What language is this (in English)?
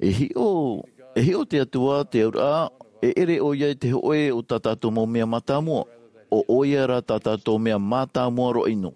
Tahitian